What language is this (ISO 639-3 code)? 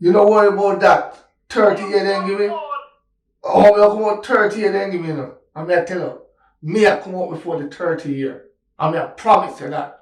jam